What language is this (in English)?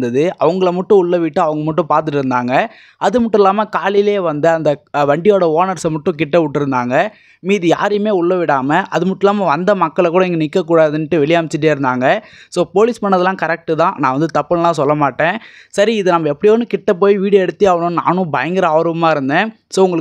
Tamil